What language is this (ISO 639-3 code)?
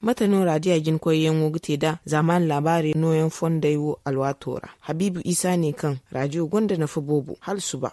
dje